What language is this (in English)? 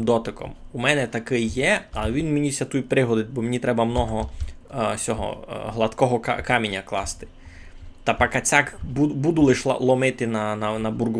Rusyn